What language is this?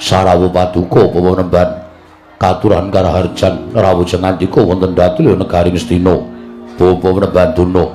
Javanese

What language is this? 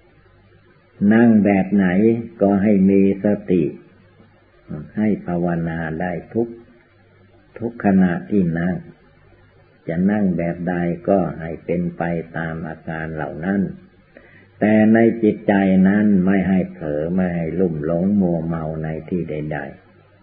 Thai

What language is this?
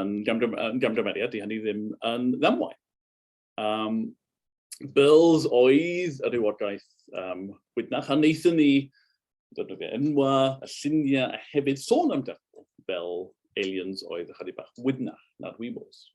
Welsh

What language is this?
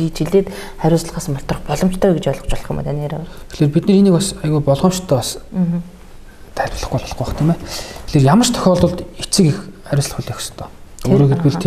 Mongolian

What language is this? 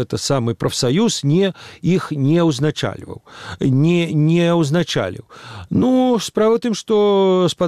Belarusian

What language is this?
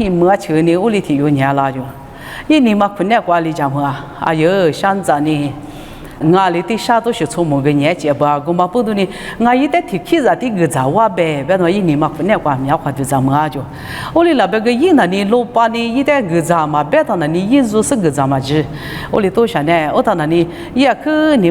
Lisu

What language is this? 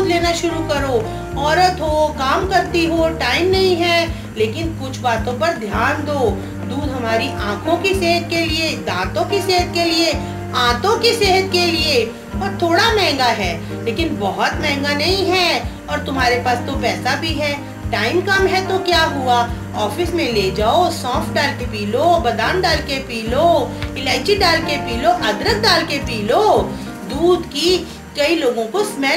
Hindi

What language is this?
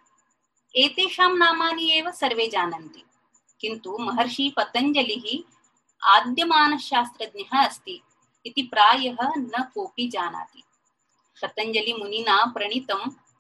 Sanskrit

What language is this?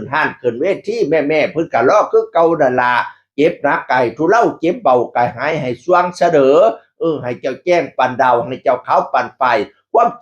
Northeastern Thai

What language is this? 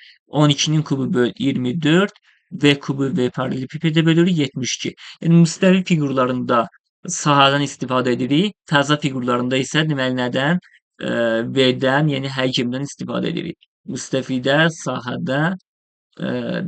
Azerbaijani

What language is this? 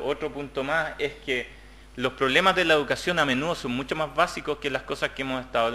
Spanish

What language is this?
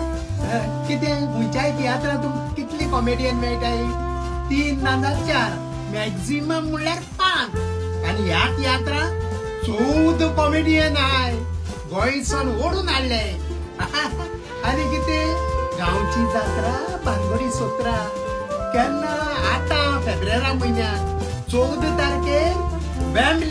Konkani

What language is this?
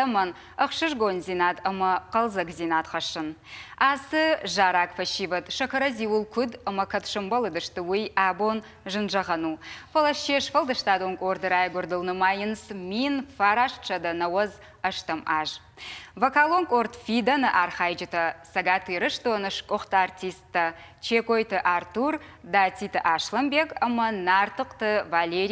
Ossetic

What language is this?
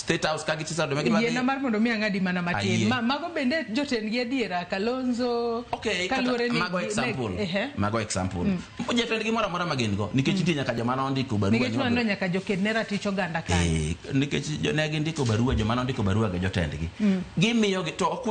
Luo (Kenya and Tanzania)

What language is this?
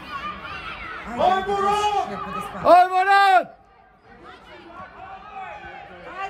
Serbian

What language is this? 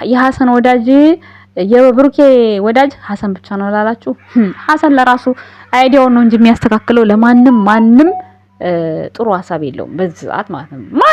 Amharic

